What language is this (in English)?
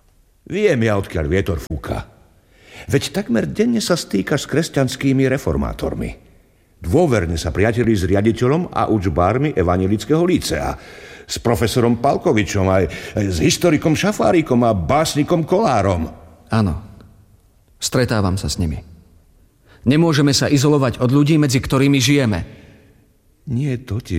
Slovak